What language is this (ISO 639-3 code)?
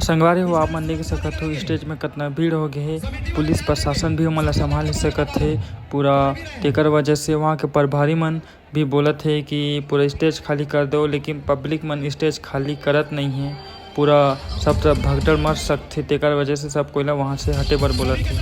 hne